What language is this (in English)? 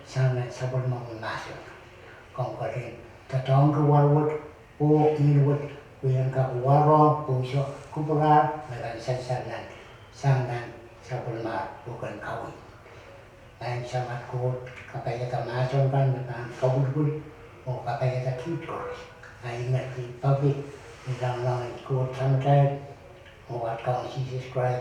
Pohnpeian